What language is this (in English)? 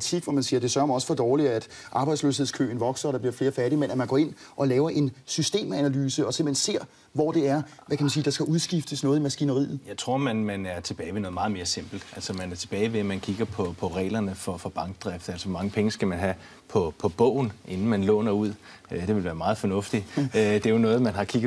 Danish